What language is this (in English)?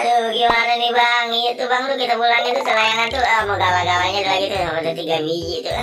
Betawi